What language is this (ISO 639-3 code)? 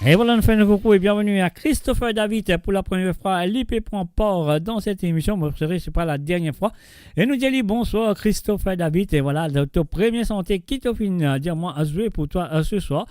mfe